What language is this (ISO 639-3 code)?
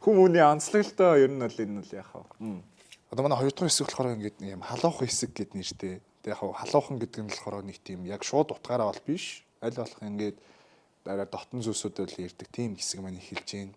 mon